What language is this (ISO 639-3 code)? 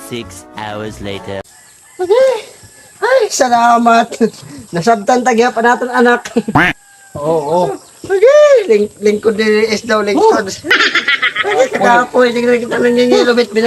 war